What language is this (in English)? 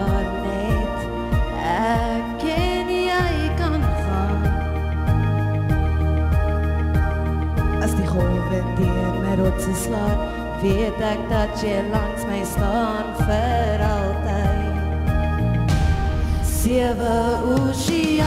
Afrikaans